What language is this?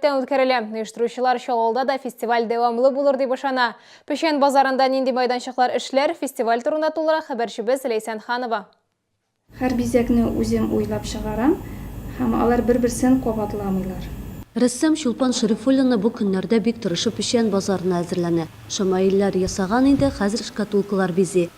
Tatar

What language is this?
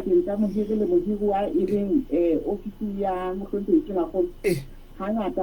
Southern Sotho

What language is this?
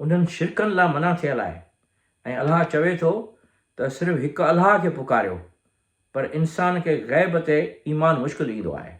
Sindhi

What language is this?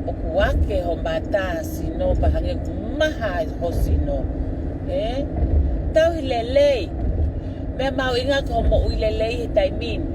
Tongan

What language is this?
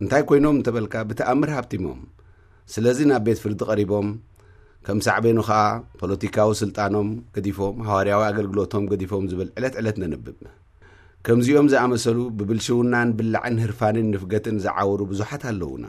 Tigrinya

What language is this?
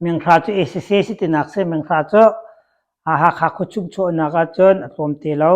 Hakha Chin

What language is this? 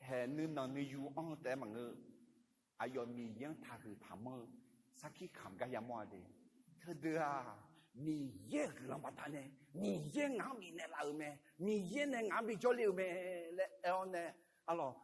Akha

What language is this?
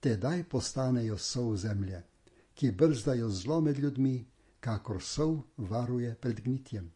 Slovenian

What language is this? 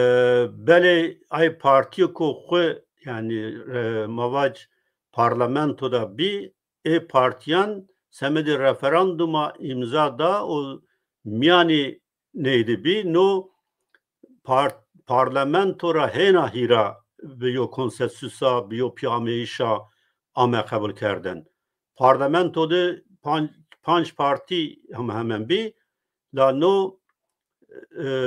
Zaza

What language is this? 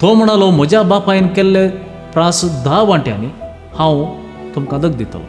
Konkani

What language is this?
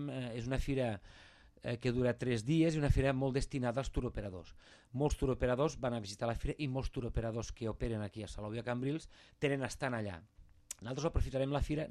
Catalan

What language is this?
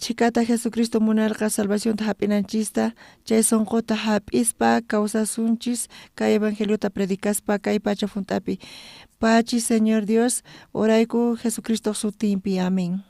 South Bolivian Quechua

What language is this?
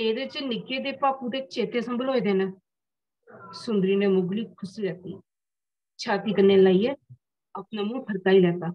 Dogri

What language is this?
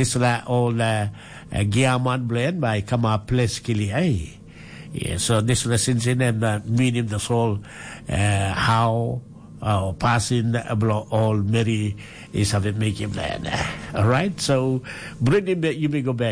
Tok Pisin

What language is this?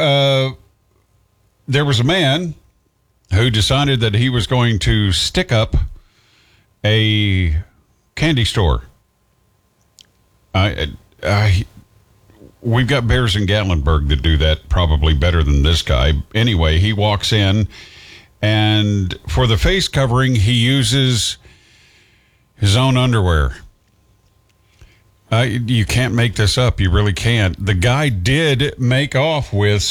English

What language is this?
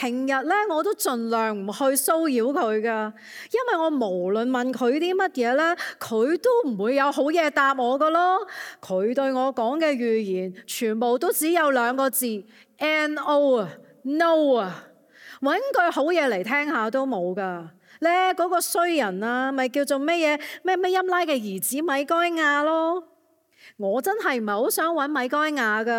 Cantonese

